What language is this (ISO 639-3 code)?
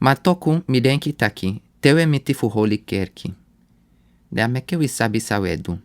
srn